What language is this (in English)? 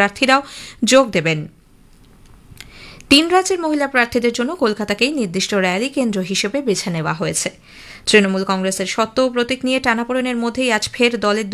Bangla